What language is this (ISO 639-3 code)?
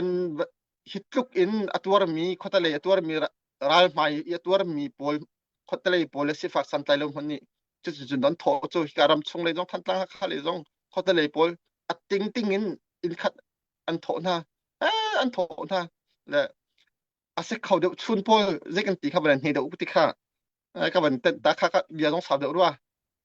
cnh